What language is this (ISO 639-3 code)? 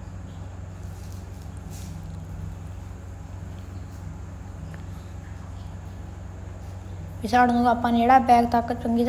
pan